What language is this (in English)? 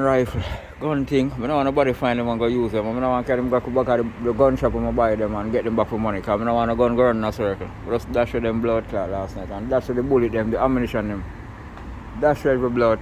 Jamaican Creole English